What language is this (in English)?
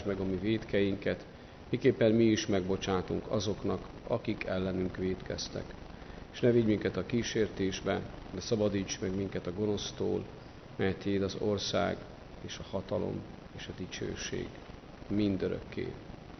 Hungarian